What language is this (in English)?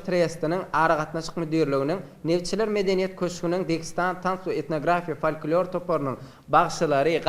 Turkmen